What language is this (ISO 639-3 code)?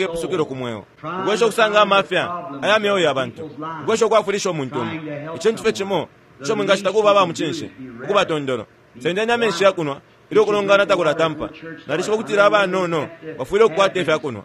bem